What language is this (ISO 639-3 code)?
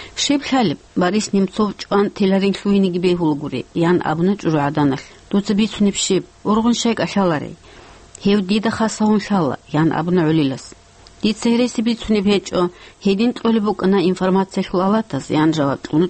ava